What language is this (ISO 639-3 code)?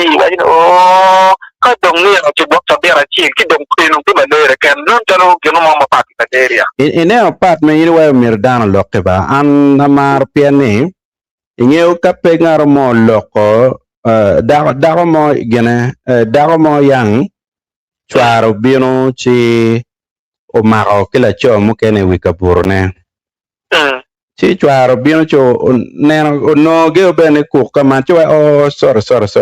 ach